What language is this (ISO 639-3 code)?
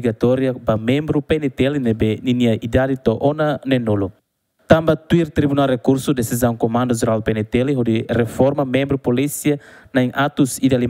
tet